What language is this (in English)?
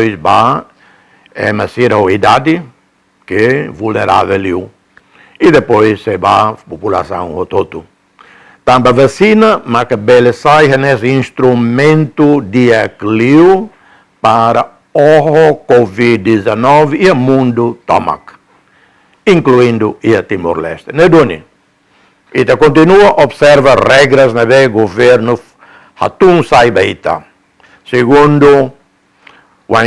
Tetum